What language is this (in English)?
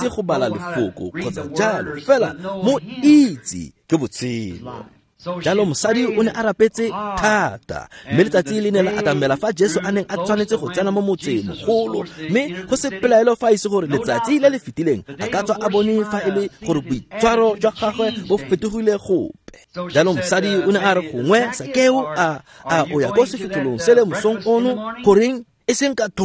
Tswana